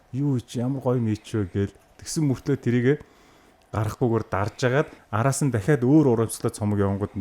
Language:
Mongolian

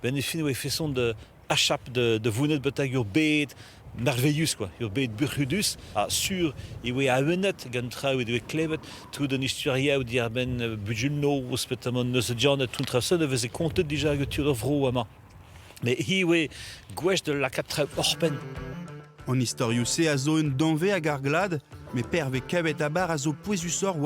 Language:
Breton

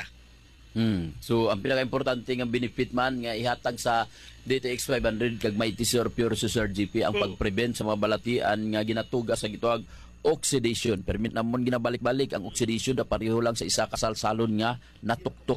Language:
Hiligaynon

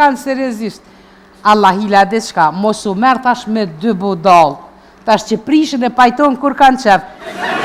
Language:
Albanian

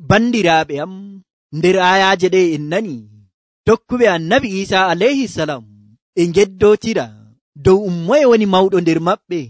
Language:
Nigerian Fulfulde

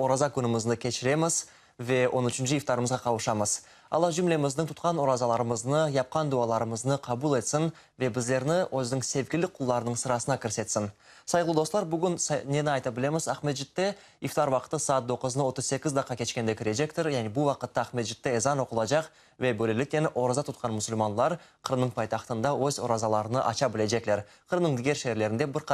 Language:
Crimean Tatar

